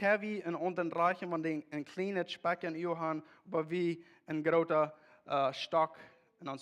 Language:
Plautdietsch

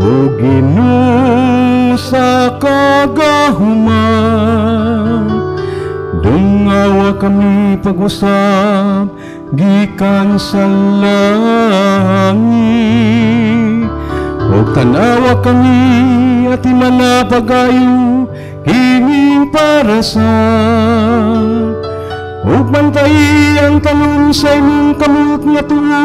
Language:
Cebuano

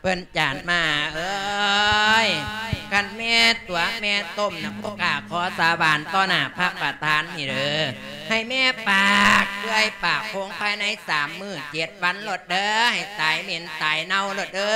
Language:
Lao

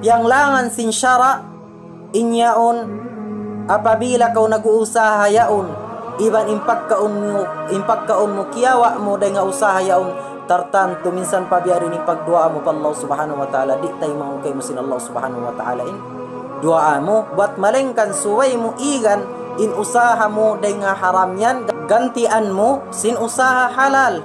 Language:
Tausug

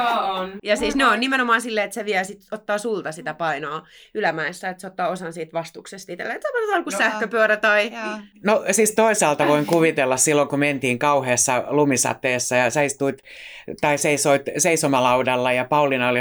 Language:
Finnish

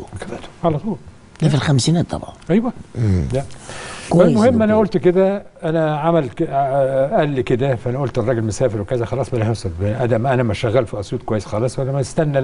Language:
Egyptian Arabic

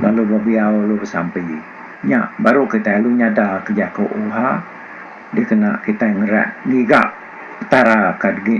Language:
Iban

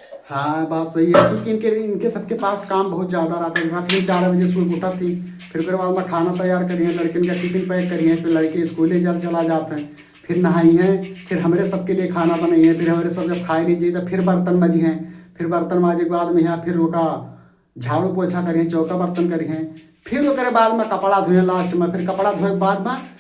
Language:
Awadhi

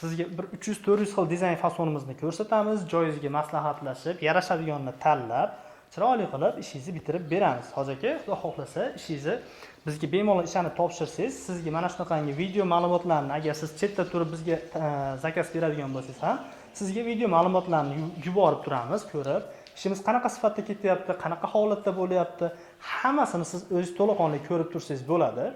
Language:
Uzbek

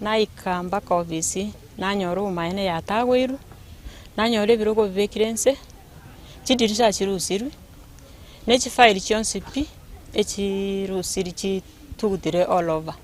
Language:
Gusii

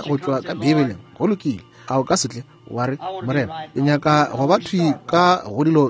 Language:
Northern Sotho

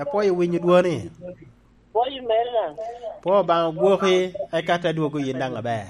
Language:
Lango (Uganda)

